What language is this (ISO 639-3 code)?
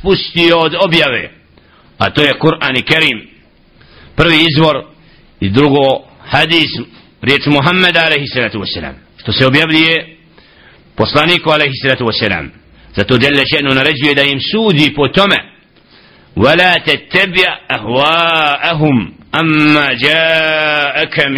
bos